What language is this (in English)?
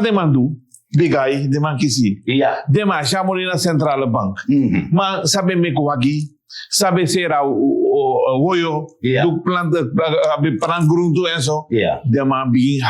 Sranan Tongo